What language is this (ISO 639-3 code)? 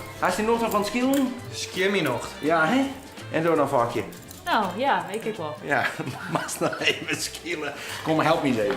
fry